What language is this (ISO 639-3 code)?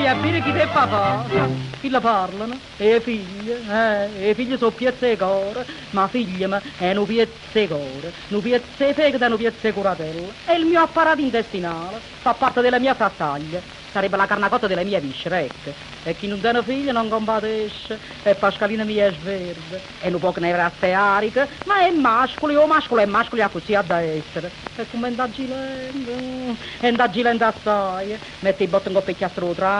nap